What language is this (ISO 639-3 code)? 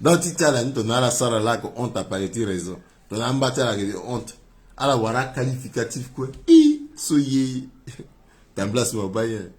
sag